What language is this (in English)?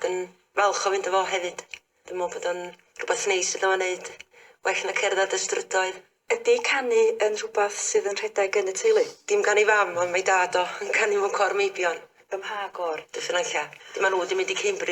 Welsh